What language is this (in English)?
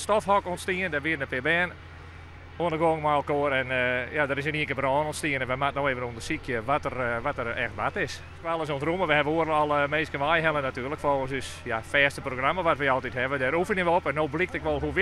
Western Frisian